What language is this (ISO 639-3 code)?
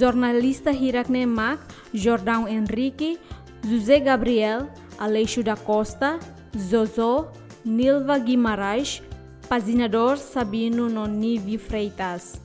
tet